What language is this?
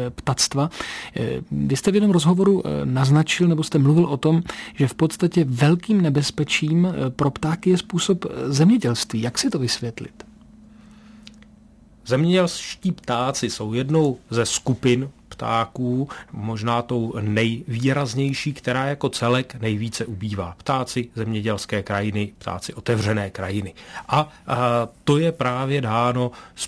Czech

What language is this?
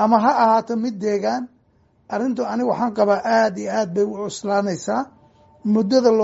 Somali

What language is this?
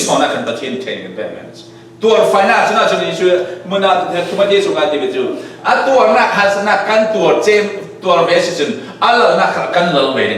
Falam Chin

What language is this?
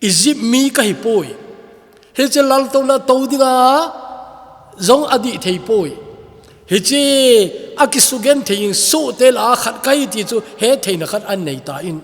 Thado Chin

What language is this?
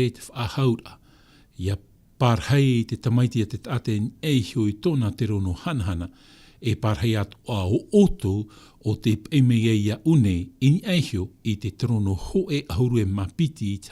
Tahitian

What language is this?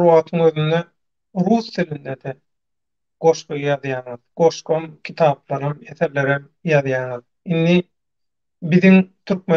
Turkmen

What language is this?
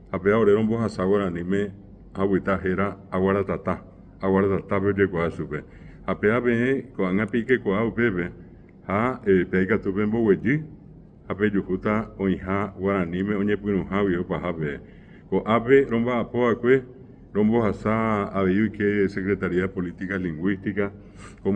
Guarani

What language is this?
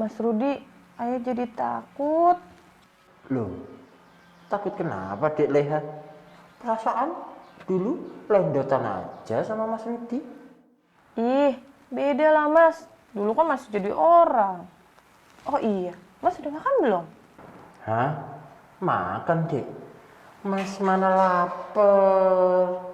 Betawi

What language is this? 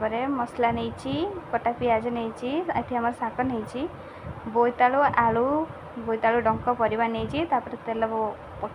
Odia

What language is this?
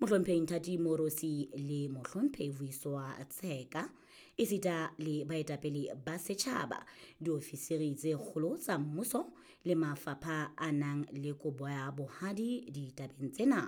Southern Sotho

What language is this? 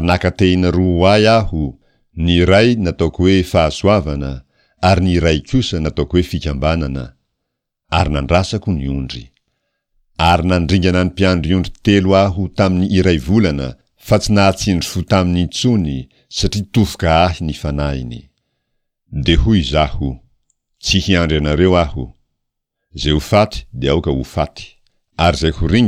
Malagasy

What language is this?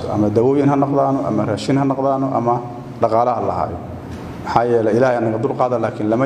Somali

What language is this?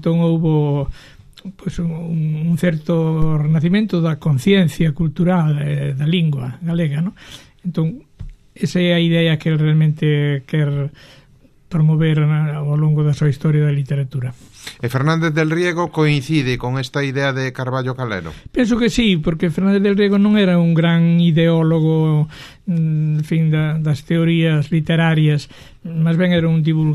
Galician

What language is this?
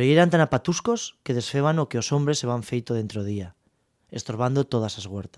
Galician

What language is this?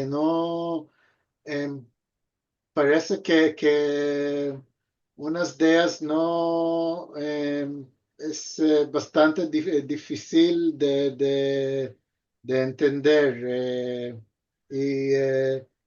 Ladino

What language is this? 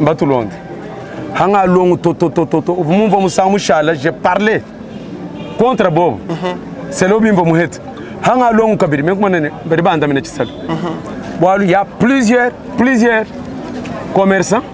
Luba-Lulua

